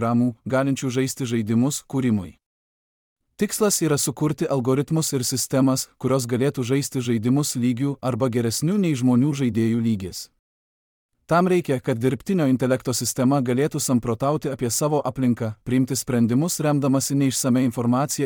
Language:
Lithuanian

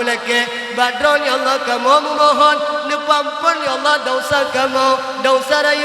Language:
Achinese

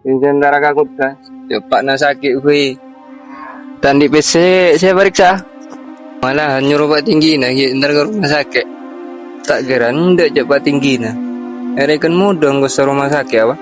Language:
Madurese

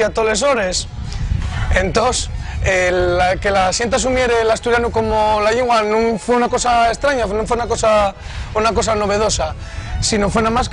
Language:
Asturian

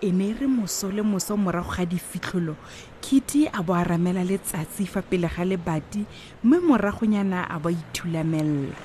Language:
Tswana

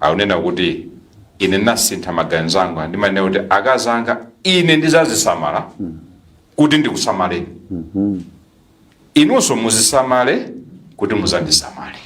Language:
Nyanja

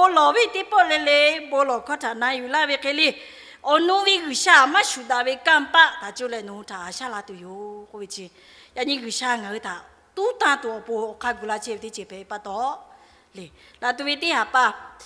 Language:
Lahu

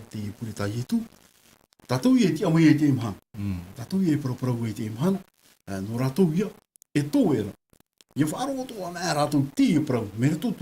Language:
Tahitian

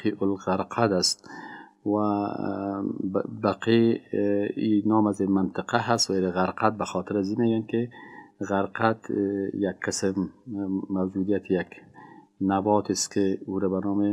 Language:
Persian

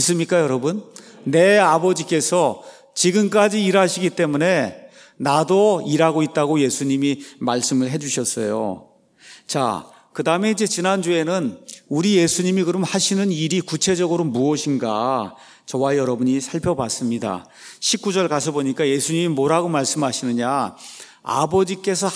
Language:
Korean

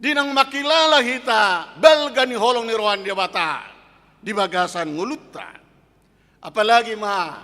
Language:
Batak Toba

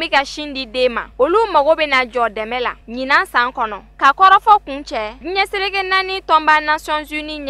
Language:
Bambara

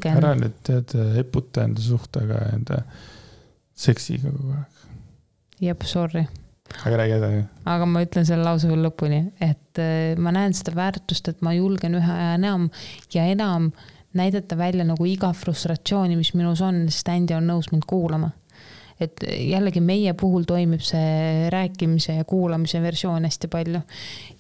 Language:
Estonian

